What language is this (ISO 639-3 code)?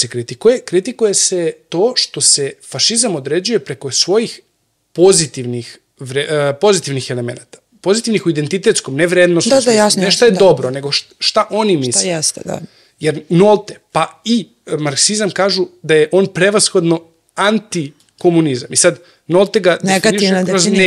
srp